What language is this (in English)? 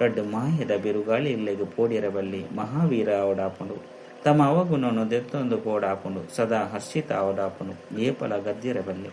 Tulu